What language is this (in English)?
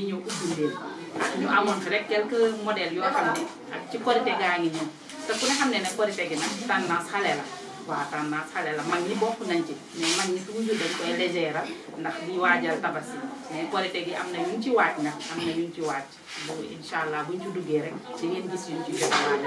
Wolof